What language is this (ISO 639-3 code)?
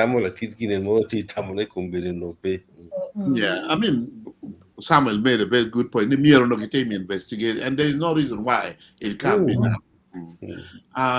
ach